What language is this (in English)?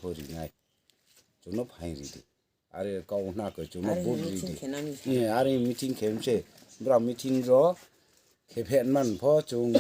Riang (India)